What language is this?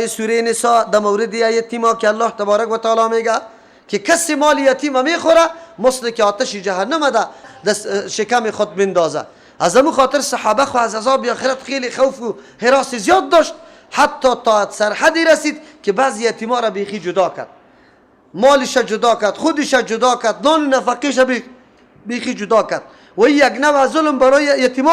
Persian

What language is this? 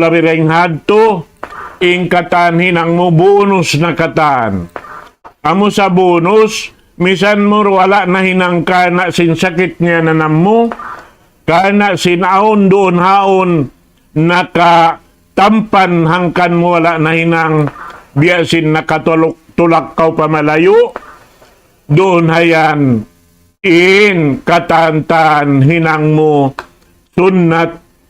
Tausug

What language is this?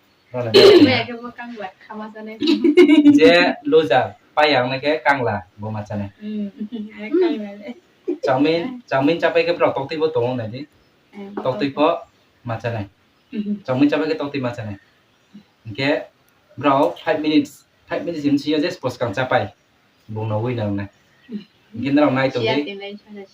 Riang (India)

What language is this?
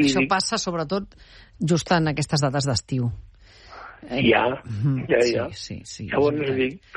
Catalan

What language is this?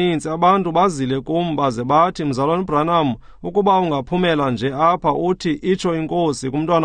Xhosa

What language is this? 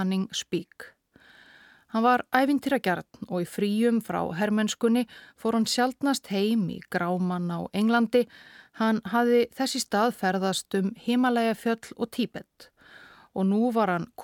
Icelandic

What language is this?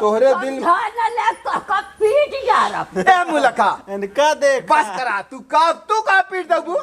Awadhi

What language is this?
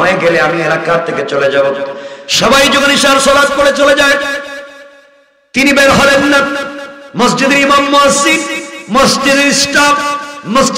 Bangla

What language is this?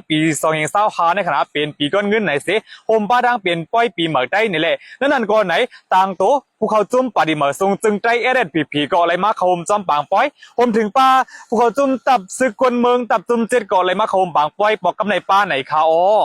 Shan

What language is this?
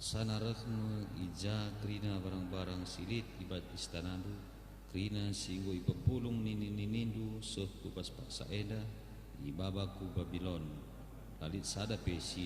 Batak Karo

